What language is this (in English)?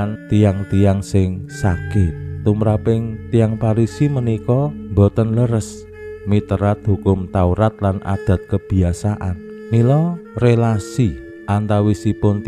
Javanese